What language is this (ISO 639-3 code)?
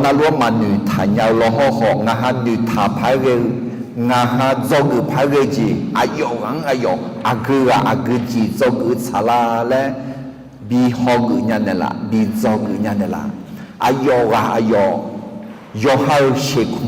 ahk